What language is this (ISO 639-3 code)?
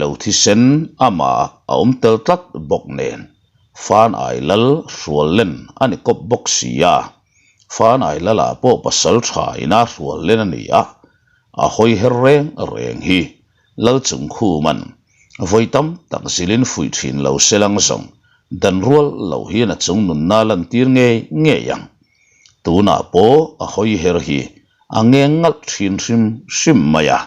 lus